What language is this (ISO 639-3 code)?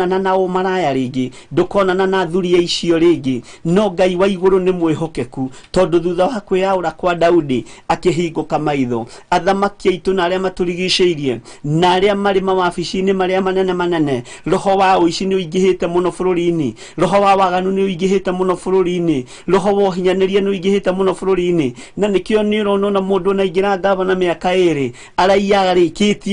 kik